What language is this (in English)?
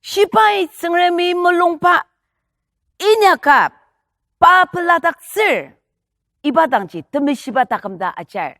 Ao Naga